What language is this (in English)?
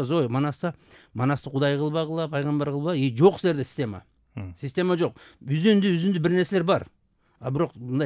Kyrgyz